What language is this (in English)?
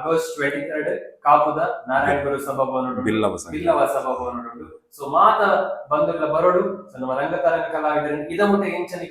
Tulu